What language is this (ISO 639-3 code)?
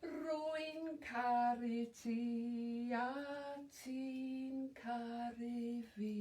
cym